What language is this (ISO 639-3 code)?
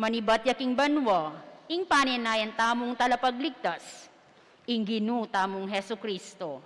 pam